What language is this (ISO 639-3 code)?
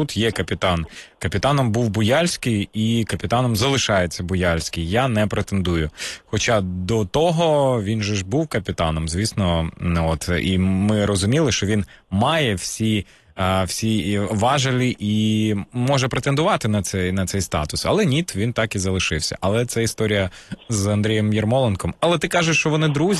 ukr